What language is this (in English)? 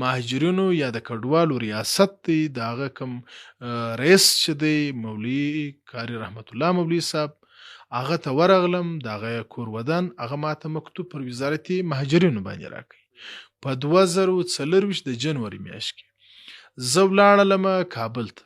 Pashto